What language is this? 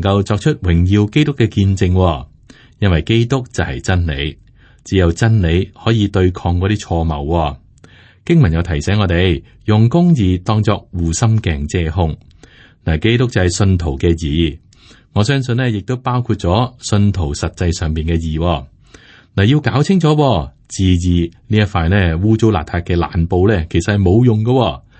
Cantonese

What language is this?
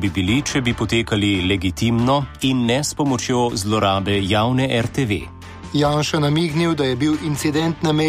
Slovenian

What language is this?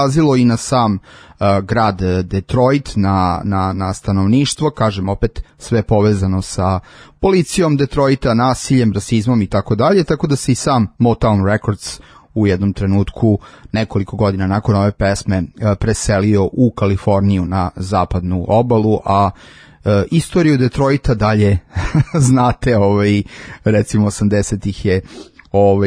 Serbian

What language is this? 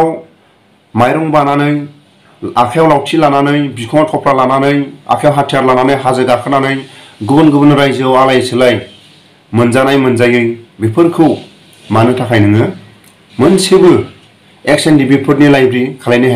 Bodo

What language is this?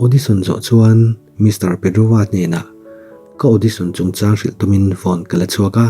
Mizo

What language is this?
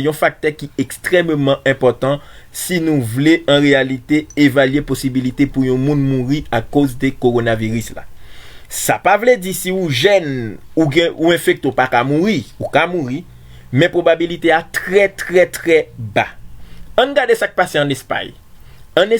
Haitian Creole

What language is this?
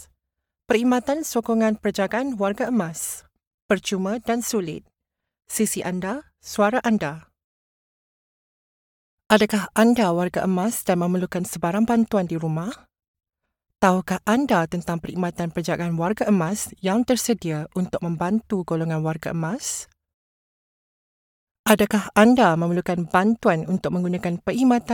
Malay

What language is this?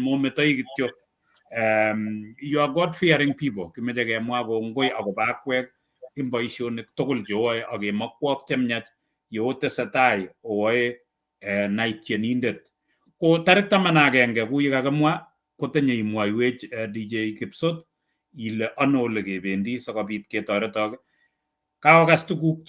Kalenjin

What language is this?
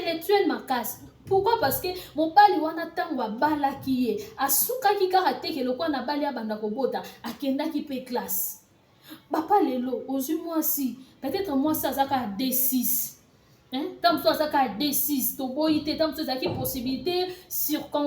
Lingala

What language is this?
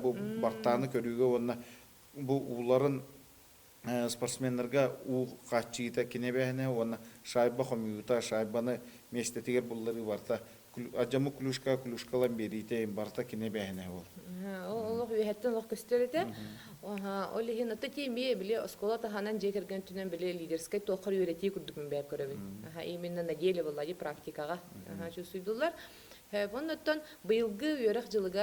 Yakut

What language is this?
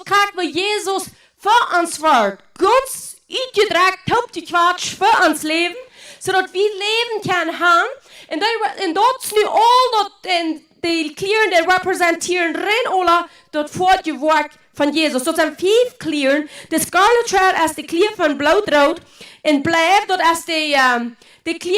Plautdietsch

